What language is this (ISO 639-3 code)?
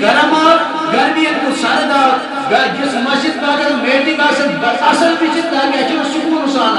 kas